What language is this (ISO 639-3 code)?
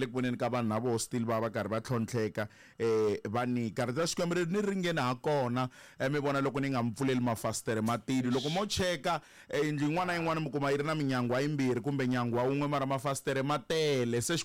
tso